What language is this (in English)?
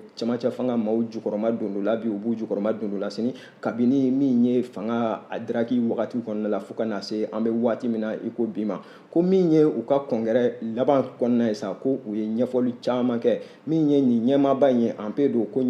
Bambara